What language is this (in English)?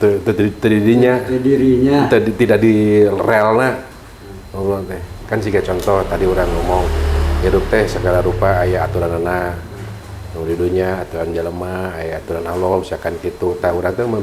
Sundanese